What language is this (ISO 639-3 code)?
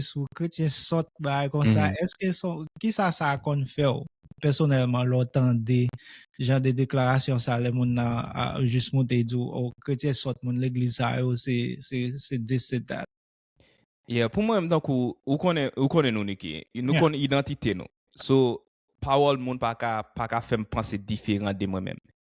hat